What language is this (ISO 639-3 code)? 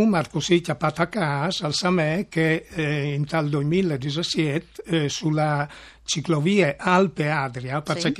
fur